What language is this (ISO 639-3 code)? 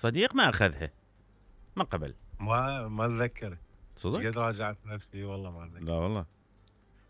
acm